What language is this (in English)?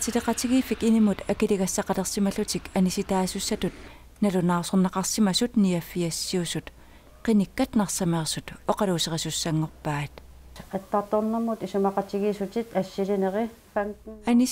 Kalaallisut